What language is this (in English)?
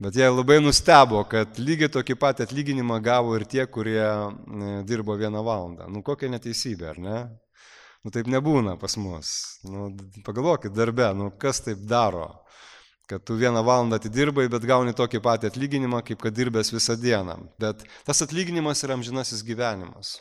Lithuanian